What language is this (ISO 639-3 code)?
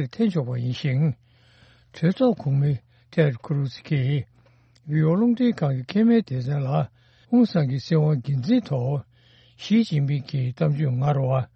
bod